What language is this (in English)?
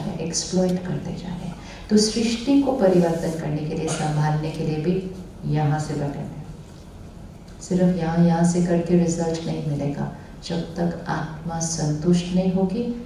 Hindi